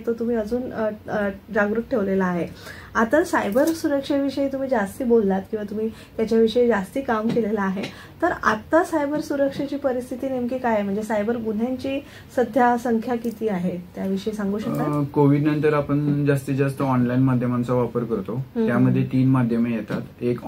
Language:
Marathi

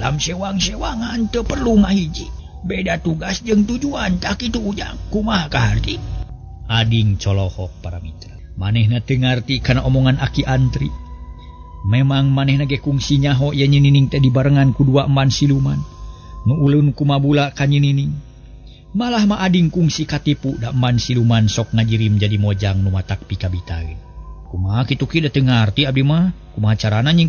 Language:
Sundanese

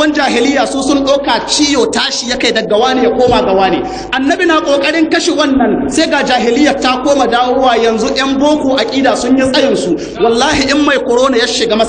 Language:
Hausa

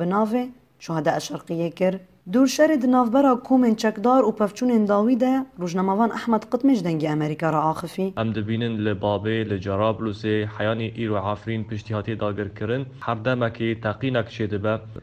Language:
Kurdish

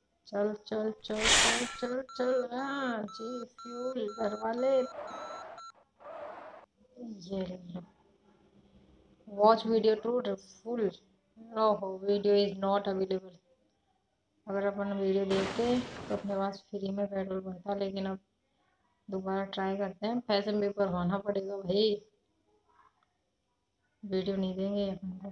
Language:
Hindi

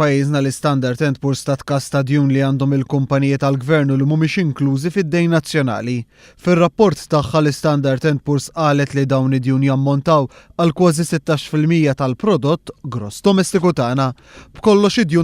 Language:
Maltese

